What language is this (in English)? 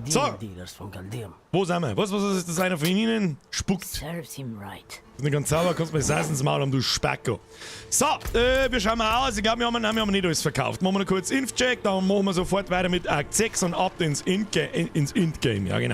Bavarian